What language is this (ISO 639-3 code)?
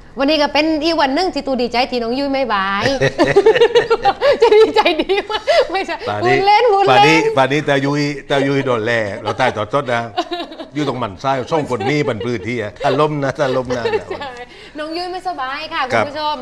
tha